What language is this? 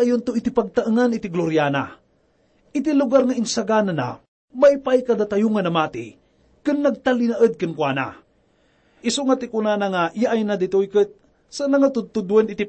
Iloko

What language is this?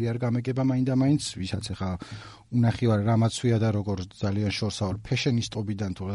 Georgian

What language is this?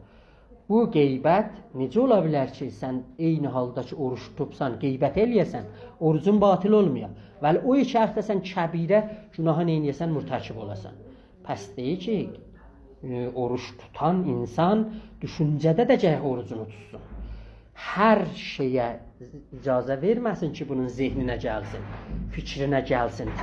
South Azerbaijani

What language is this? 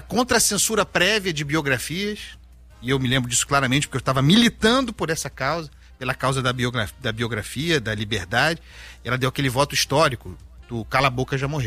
Portuguese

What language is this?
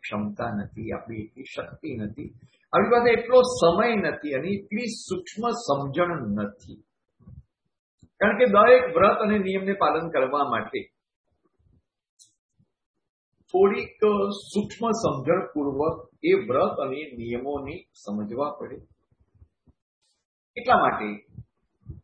Gujarati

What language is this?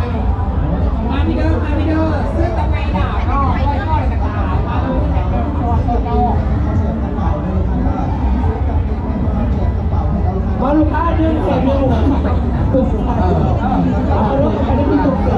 Thai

